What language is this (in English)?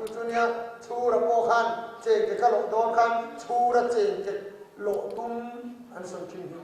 Mizo